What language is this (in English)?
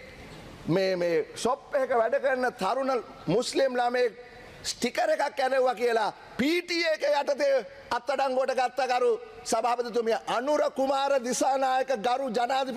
Sinhala